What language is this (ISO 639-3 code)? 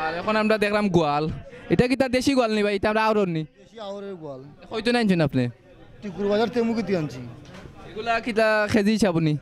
syl